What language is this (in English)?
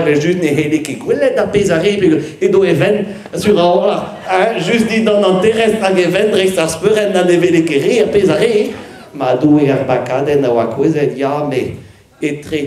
Breton